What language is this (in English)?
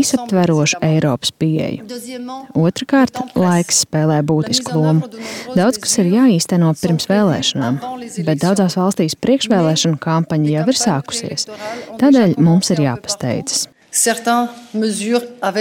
Latvian